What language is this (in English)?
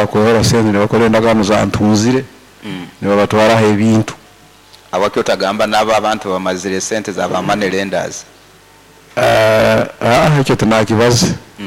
Nyoro